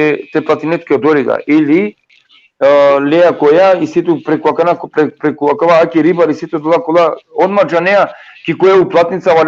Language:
Balkan Romani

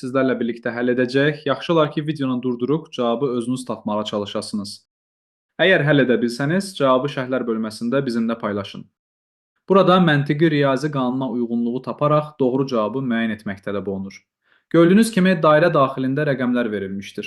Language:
Azerbaijani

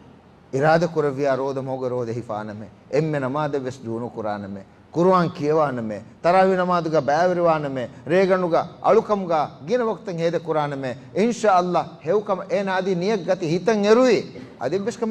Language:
Divehi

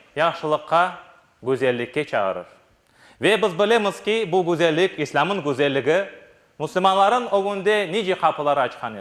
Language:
Crimean Tatar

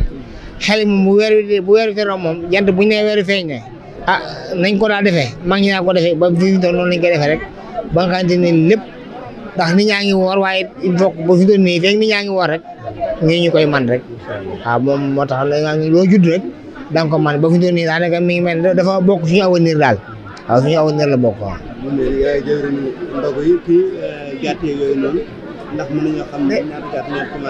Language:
Wolof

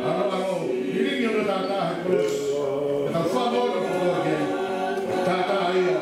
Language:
Tongan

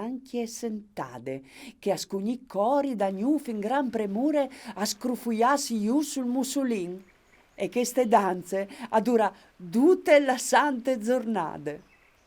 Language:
Friulian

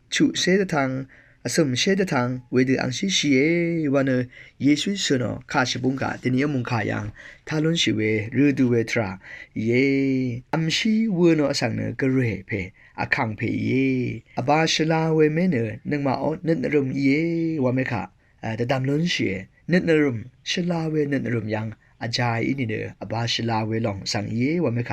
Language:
Rawang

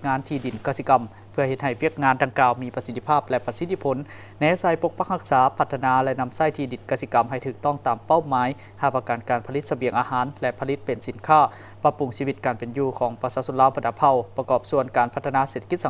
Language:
Lao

